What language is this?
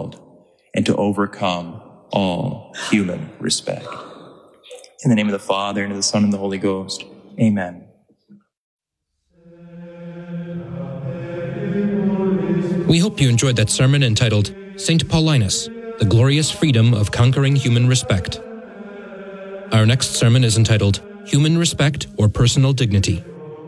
English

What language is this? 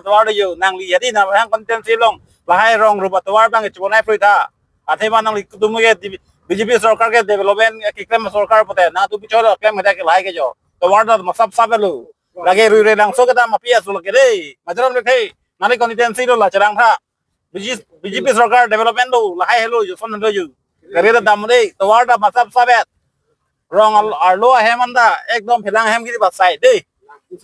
Karbi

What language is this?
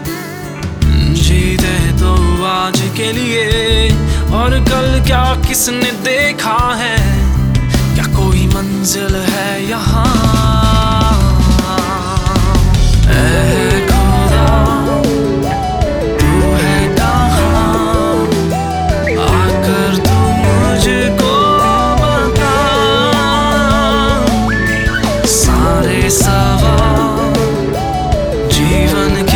Hindi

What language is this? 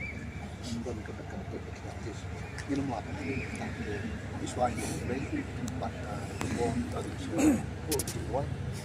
Khasi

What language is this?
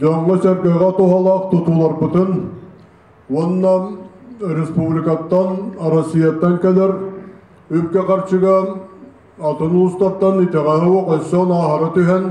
Yakut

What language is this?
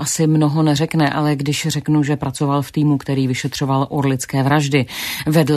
Czech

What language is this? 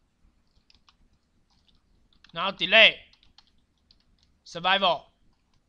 Chinese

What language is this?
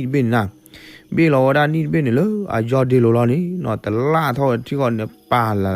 S'gaw Karen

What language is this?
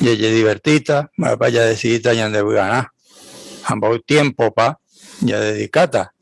Guarani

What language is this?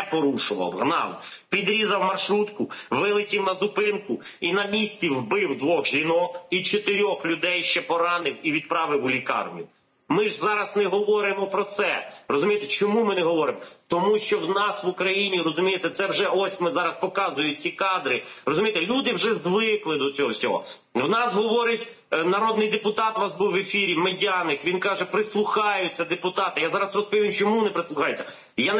Ukrainian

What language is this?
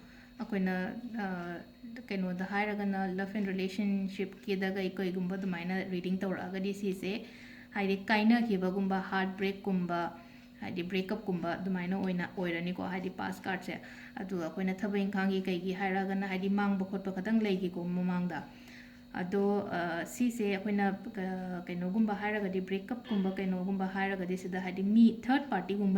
Manipuri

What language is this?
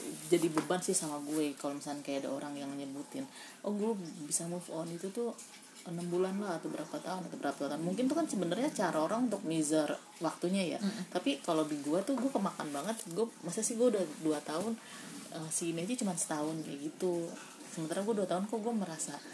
Indonesian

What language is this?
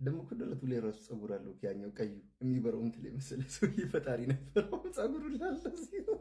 Amharic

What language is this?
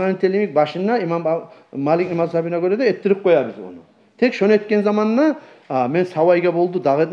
Kumyk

